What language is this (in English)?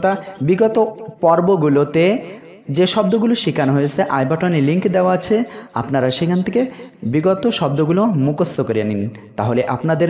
Bangla